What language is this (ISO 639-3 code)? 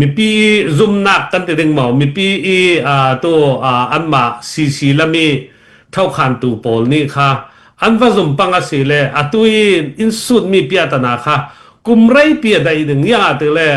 cnh